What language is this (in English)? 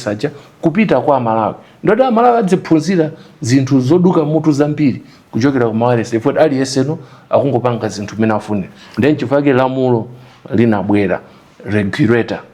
Nyanja